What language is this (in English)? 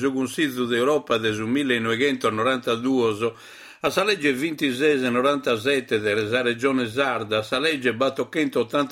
Sardinian